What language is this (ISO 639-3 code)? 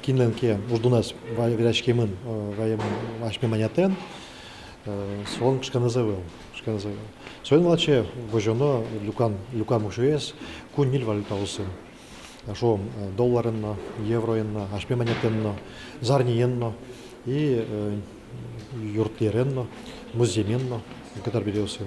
udm